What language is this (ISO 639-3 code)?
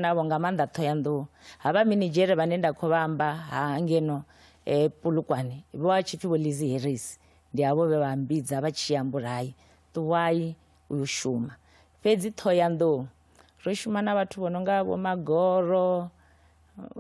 ven